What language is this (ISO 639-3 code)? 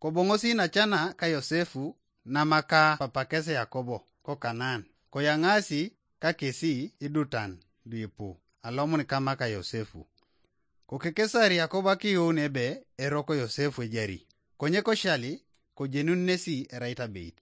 teo